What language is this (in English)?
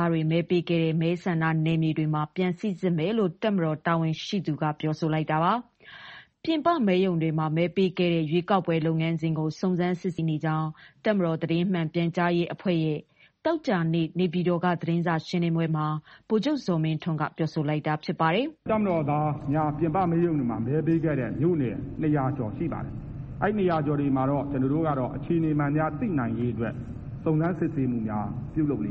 Burmese